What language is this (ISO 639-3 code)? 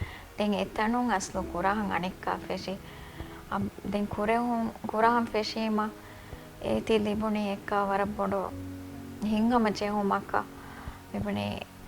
div